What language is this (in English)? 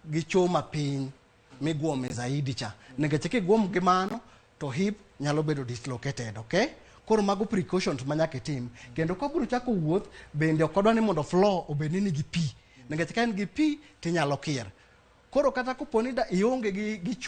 Luo (Kenya and Tanzania)